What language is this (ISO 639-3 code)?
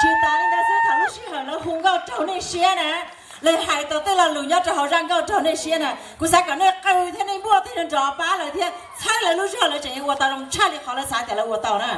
hmn